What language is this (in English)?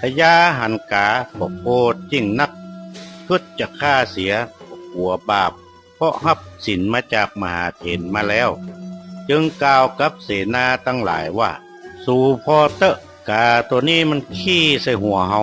Northern Thai